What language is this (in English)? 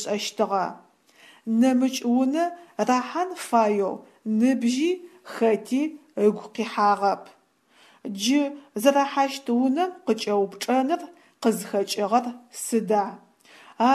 Adyghe